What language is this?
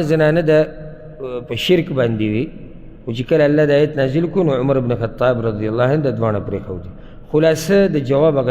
Pashto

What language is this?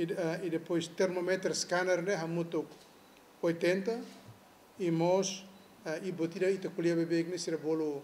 Tetum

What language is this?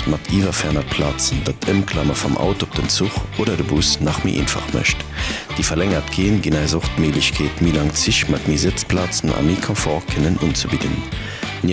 Luxembourgish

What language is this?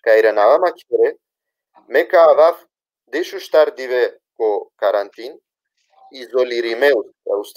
Balkan Romani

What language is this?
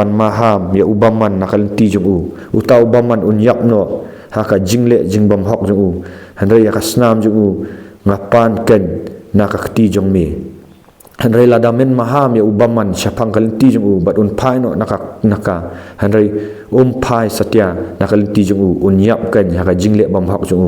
Khasi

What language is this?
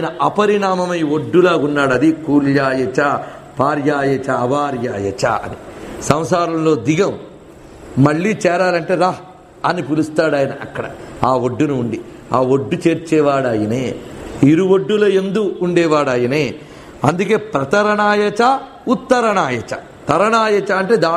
Telugu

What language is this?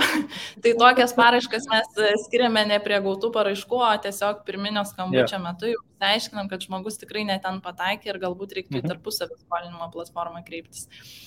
Lithuanian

